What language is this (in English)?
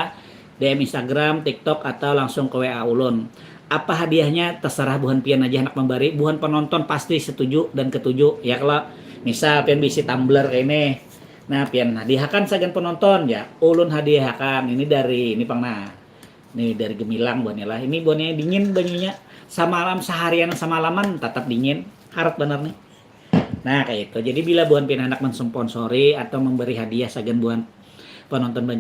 Banjar